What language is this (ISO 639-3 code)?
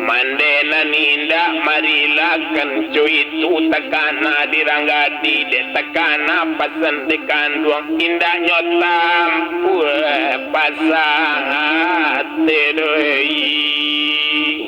min